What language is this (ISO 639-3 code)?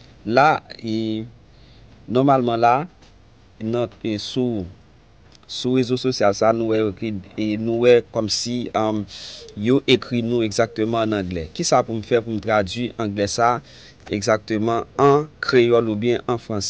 hat